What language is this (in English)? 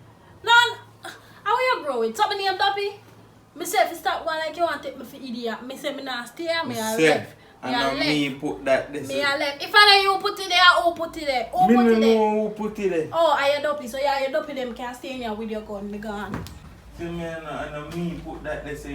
Jamaican Creole English